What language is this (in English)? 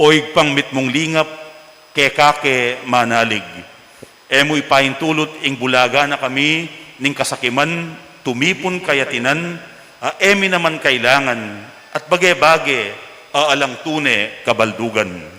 Pampanga